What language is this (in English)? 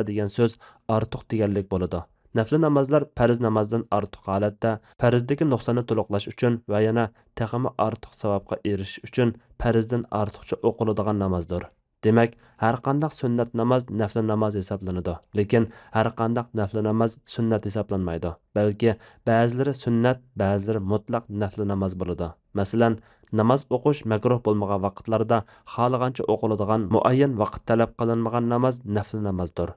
Uyghur